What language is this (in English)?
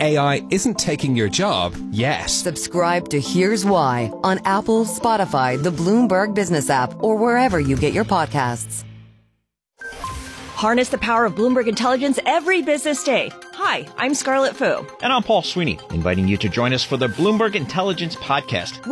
English